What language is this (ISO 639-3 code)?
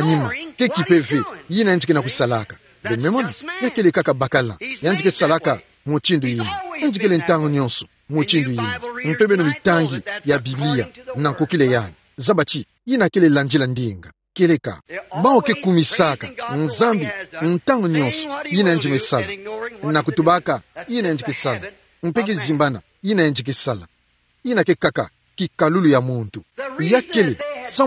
ktu